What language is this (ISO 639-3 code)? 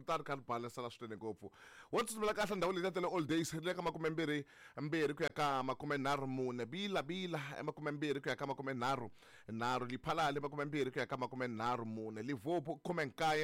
tso